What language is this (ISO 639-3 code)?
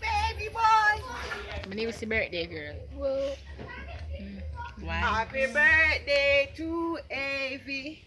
jam